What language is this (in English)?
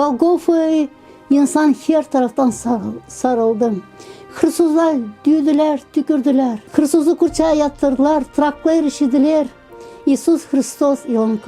Gagauz